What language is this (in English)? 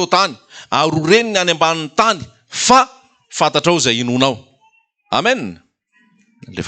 Malagasy